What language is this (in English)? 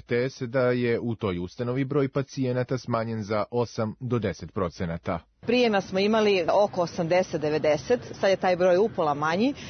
Serbian